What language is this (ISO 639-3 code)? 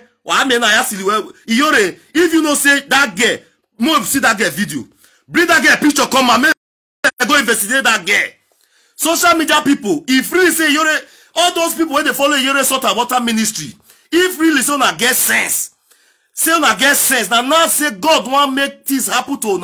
pcm